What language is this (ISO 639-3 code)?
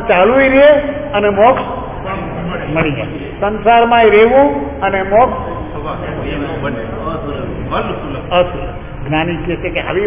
guj